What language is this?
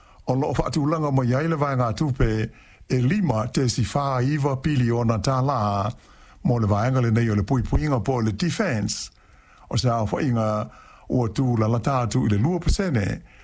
Samoan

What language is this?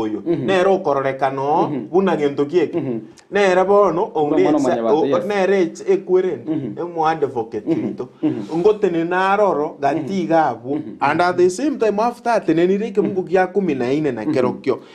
Gusii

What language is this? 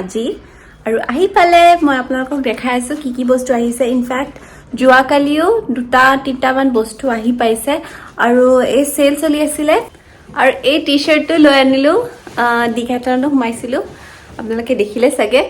Assamese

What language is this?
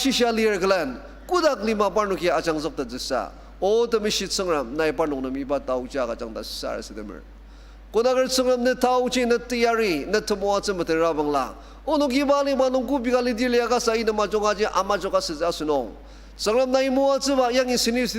Ao Naga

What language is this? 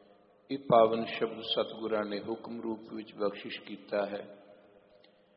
Punjabi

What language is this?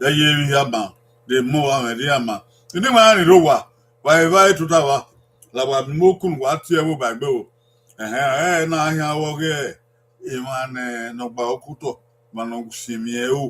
Bini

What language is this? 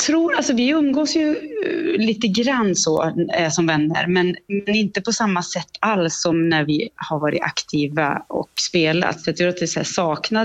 Swedish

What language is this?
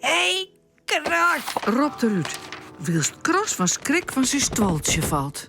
Western Frisian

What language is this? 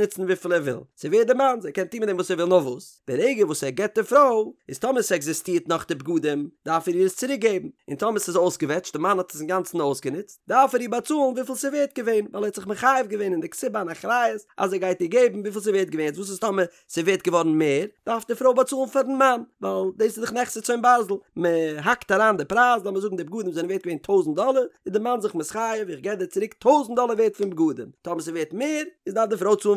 Yiddish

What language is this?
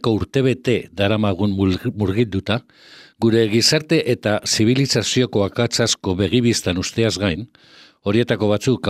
Basque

